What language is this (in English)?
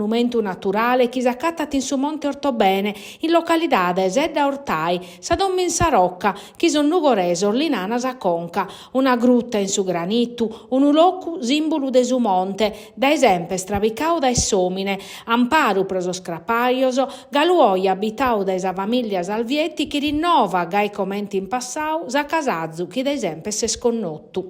Sardinian